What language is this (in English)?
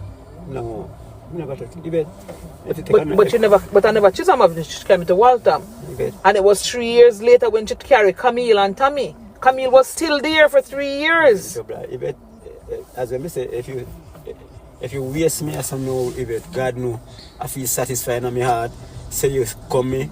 Jamaican Creole English